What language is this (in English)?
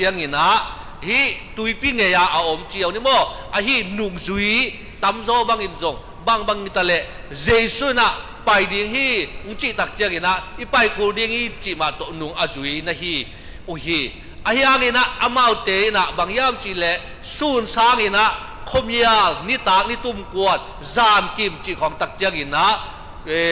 Tedim Chin